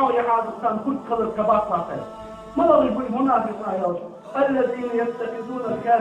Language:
Ingush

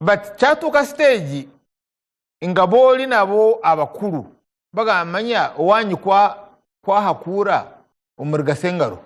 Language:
Ganda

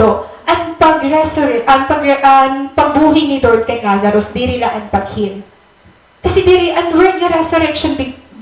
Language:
Waray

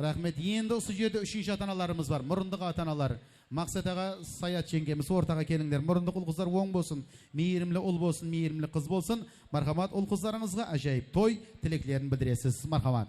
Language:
Kara-Kalpak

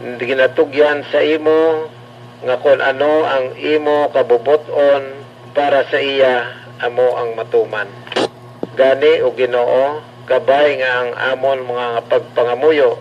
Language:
Hiligaynon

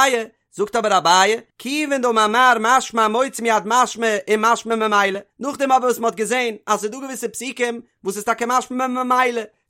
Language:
Yiddish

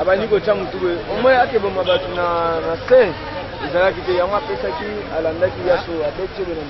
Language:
Lingala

